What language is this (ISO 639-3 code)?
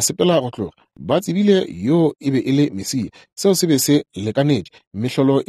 nso